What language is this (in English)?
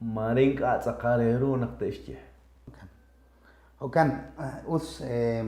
Kekchí